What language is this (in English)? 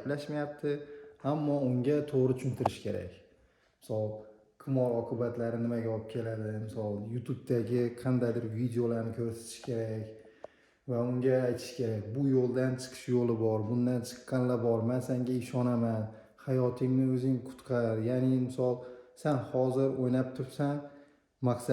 Uzbek